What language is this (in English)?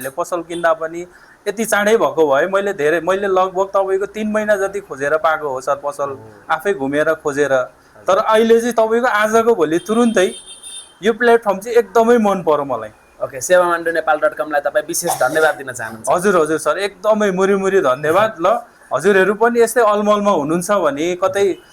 Nepali